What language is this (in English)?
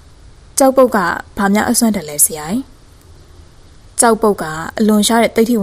Burmese